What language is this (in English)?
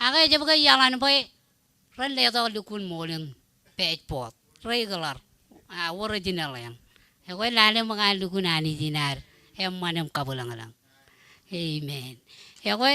Marshallese